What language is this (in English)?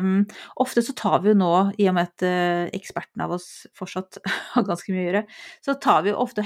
Norwegian